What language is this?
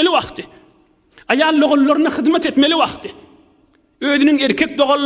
Turkmen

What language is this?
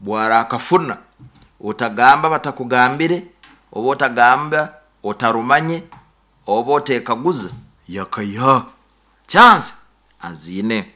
Nyoro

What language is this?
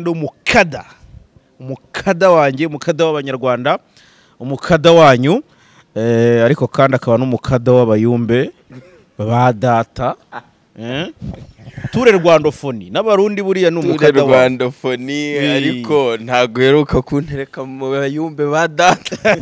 Kinyarwanda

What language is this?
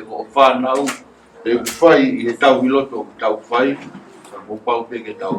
Tongan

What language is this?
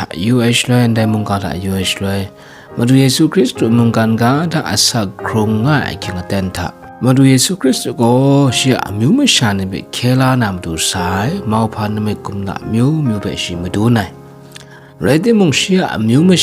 Kachin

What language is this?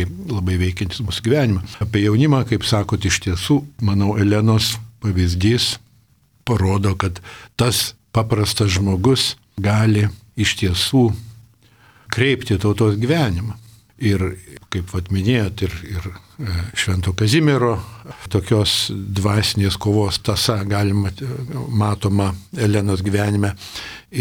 Lithuanian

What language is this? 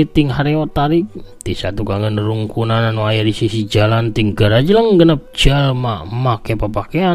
Sundanese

